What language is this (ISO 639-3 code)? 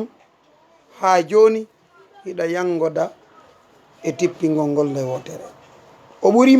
ful